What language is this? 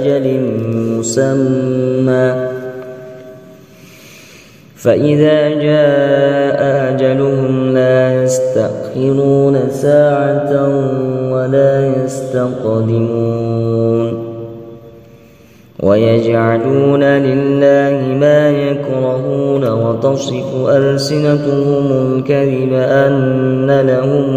Arabic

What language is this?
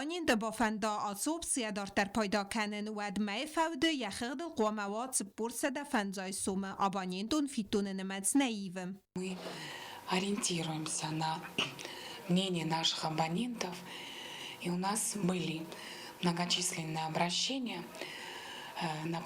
Ossetic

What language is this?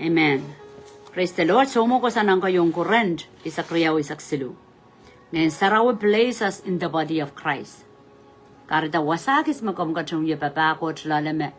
Pohnpeian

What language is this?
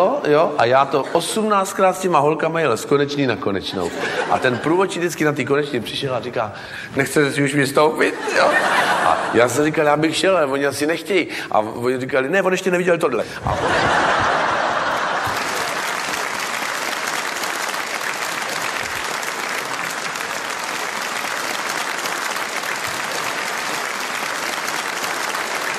Czech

